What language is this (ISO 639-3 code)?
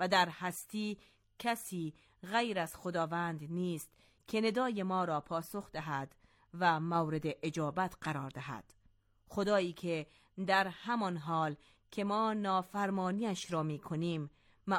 fas